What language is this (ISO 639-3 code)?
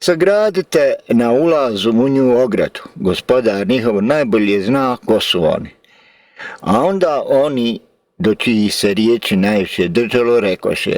bos